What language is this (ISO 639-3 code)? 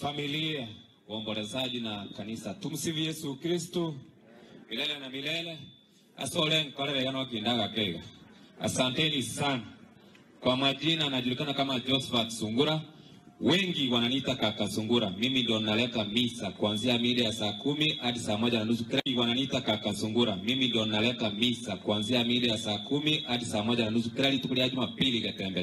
guz